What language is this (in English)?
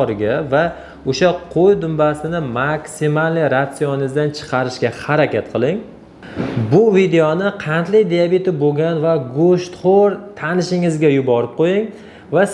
Uzbek